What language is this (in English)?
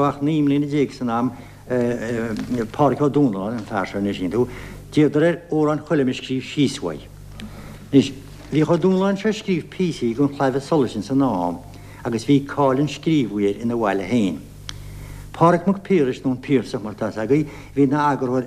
Irish